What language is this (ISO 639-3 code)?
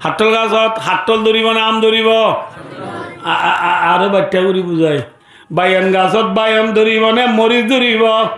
rhg